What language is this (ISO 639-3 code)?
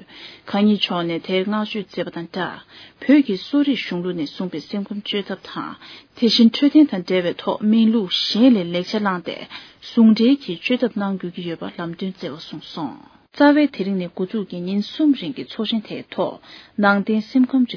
bod